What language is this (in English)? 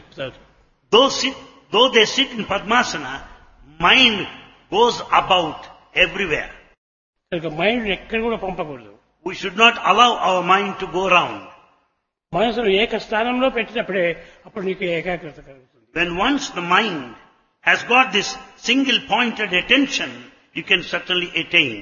Telugu